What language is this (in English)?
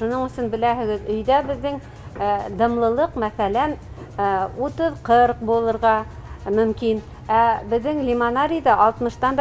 Bashkir